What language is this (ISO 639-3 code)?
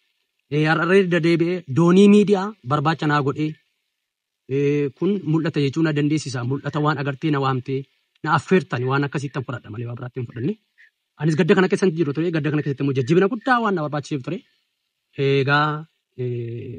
orm